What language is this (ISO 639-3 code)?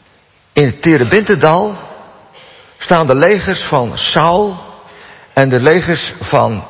nld